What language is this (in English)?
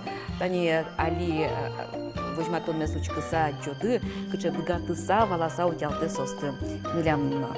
Udmurt